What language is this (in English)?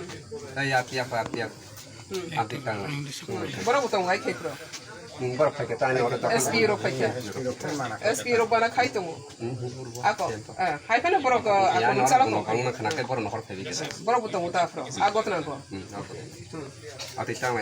Kok Borok